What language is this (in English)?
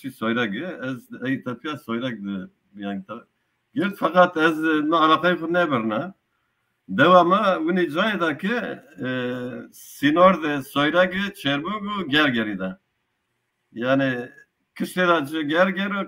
Zaza